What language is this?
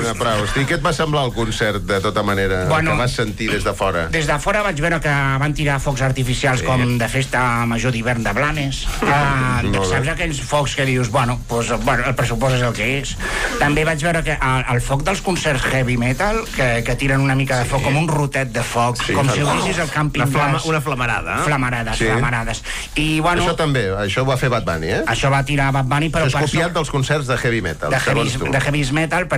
Catalan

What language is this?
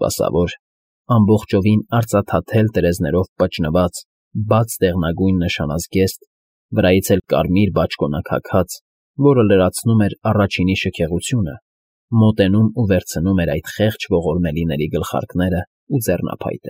Armenian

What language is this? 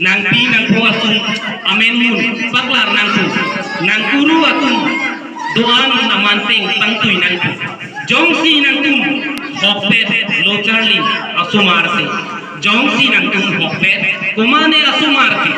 Karbi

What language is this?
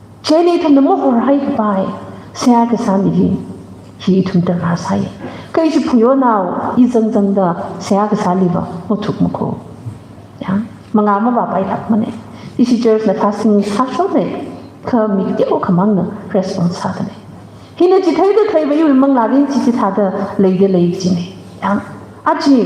Tangkhul Naga (India)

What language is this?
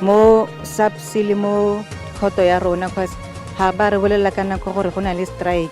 Tswana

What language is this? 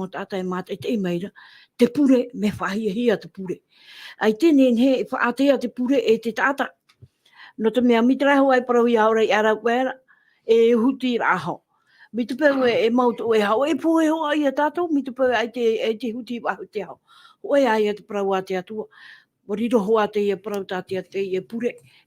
Tahitian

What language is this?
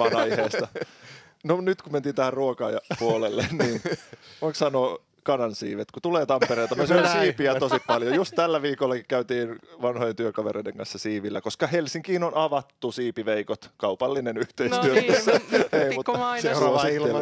Finnish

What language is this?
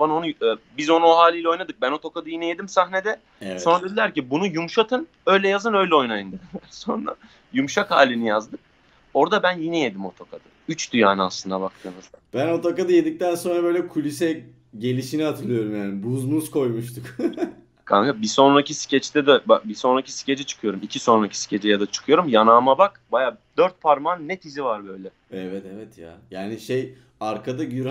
Turkish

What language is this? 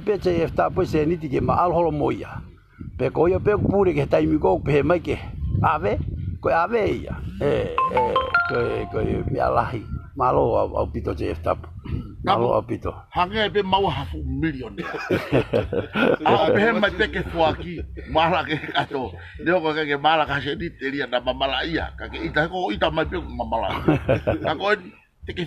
Tongan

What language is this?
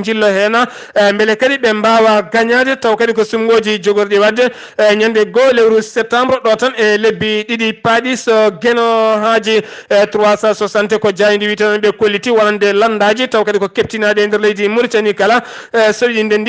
Fula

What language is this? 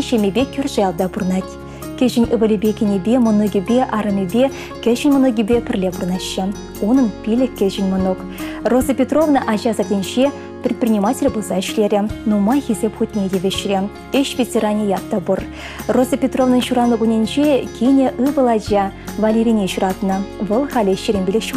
Chuvash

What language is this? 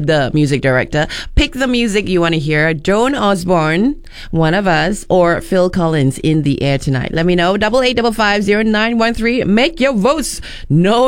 English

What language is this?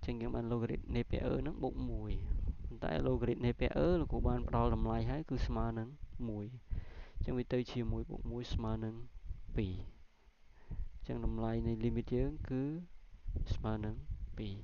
Khmer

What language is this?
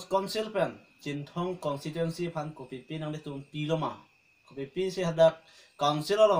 Karbi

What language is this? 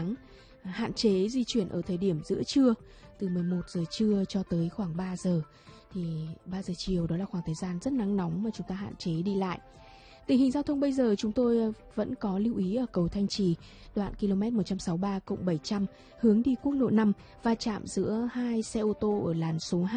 Vietnamese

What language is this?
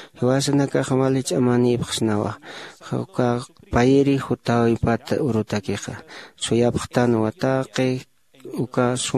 Aymara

